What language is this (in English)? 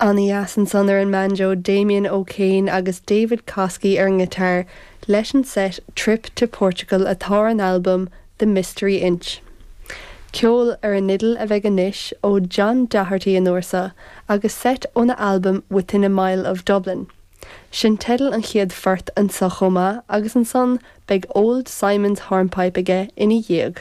Irish